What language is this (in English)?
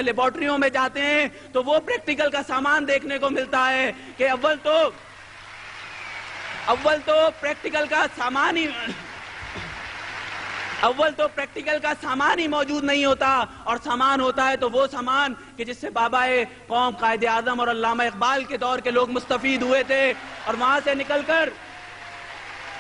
Urdu